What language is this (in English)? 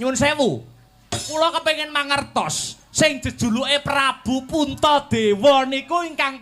Javanese